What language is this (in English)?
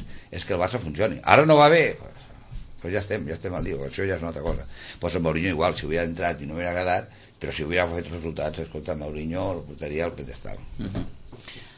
Catalan